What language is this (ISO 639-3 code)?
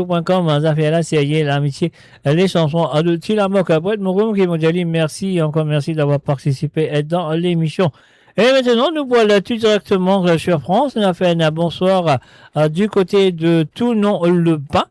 mfe